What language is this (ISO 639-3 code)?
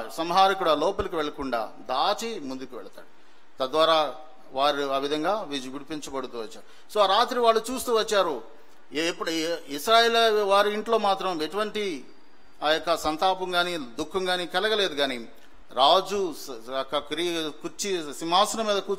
tel